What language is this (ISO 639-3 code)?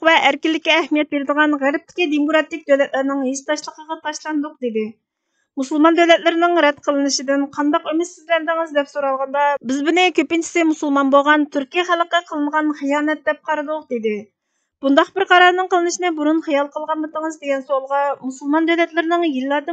uig